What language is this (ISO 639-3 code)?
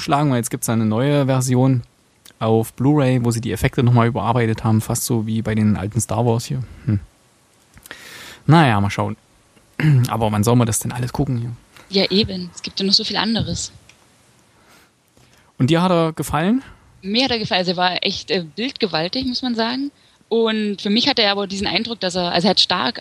deu